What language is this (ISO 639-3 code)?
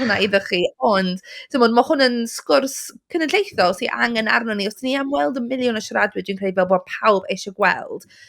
cym